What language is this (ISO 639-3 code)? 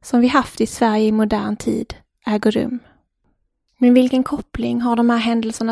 swe